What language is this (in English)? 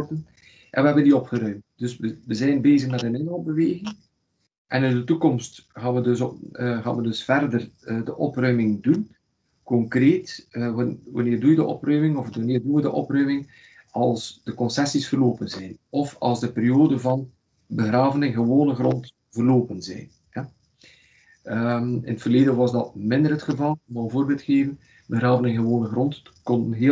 Dutch